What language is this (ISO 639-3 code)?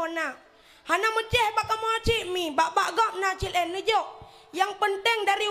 ace